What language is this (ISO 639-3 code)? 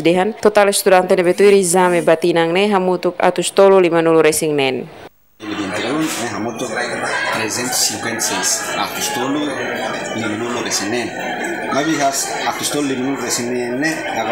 tet